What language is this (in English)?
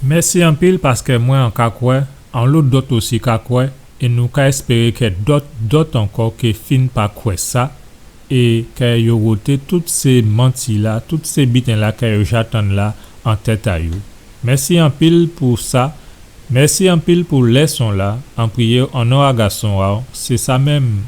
Guadeloupean Creole French